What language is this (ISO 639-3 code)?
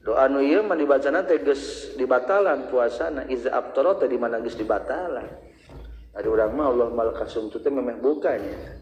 sun